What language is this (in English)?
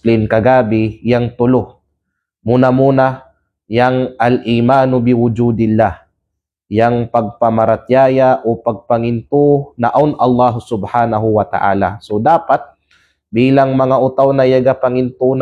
Kalagan